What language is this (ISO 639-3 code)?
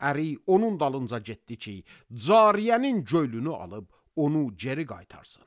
aze